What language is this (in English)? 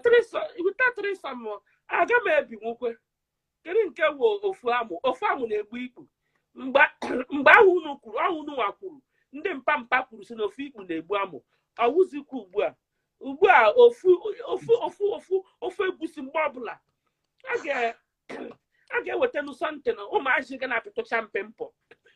Igbo